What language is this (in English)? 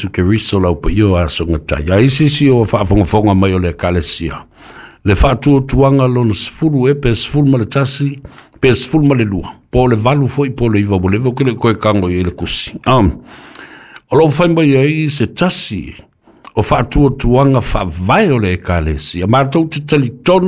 Samoan